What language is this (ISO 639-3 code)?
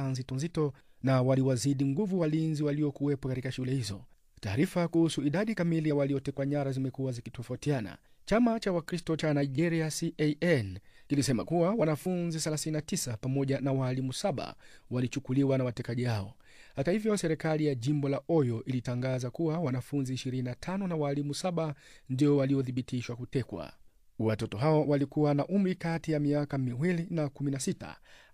swa